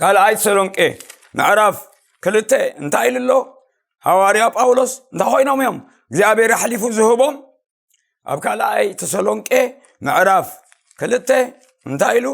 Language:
Tigrinya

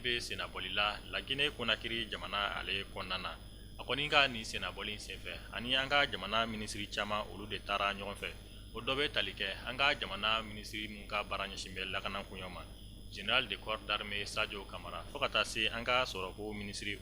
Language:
Bambara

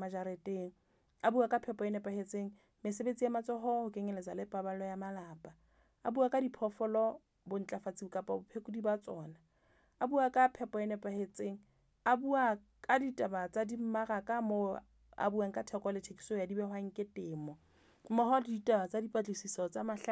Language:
Southern Sotho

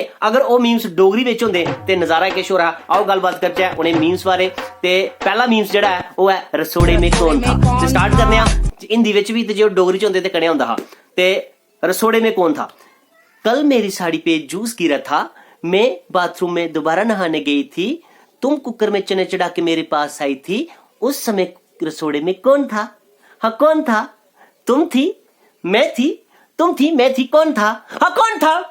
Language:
Dogri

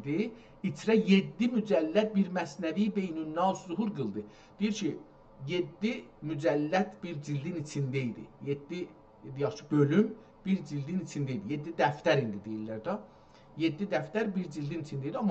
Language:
South Azerbaijani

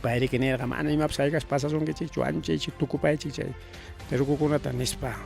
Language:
Ayacucho Quechua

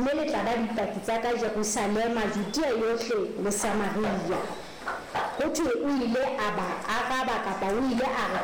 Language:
Southern Sotho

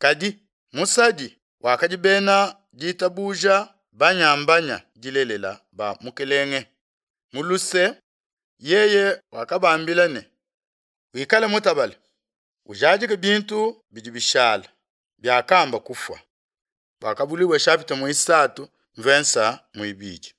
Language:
Luba-Lulua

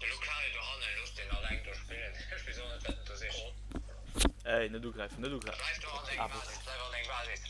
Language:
Luxembourgish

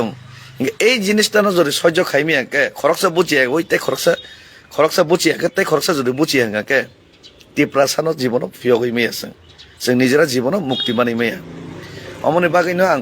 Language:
Kok Borok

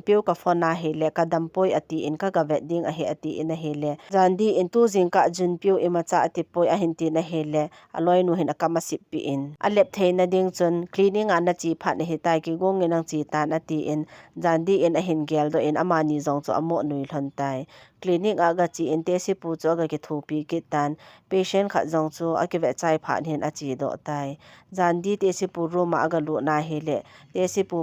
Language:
Thado Chin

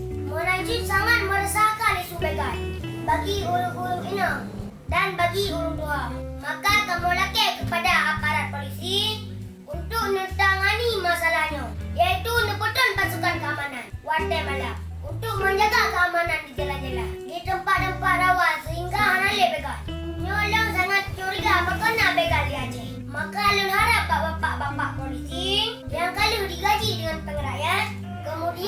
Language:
Achinese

